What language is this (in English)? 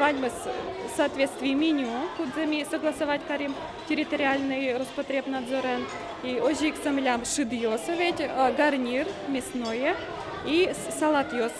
Udmurt